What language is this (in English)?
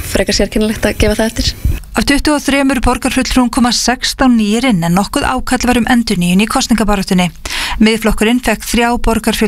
Icelandic